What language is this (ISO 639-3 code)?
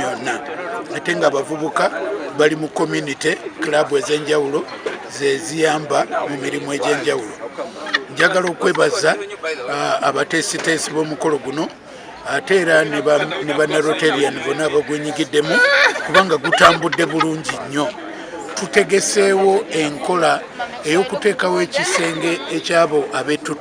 lug